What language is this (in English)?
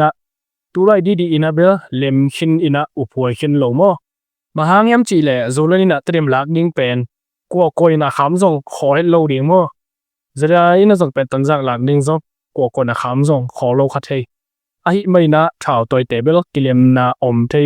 Tedim Chin